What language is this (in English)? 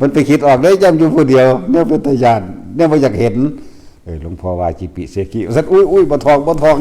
Northeastern Thai